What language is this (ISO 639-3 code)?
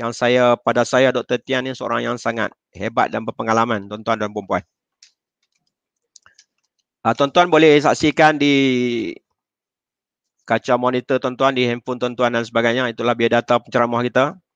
msa